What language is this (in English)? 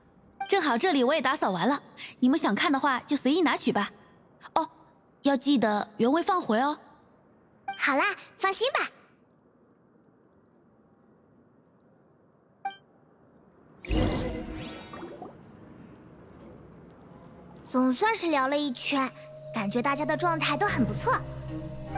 Chinese